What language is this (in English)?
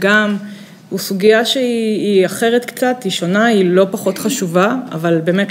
Hebrew